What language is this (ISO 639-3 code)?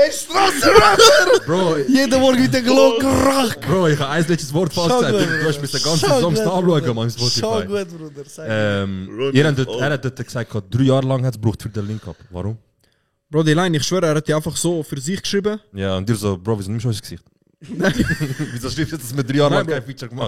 gsw